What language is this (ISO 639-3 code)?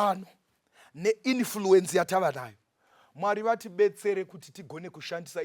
sna